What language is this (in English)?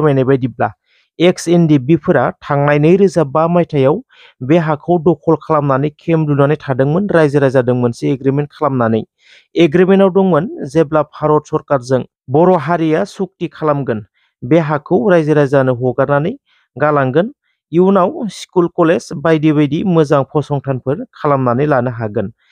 Bodo